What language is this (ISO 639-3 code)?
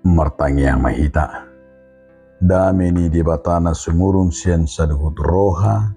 bbc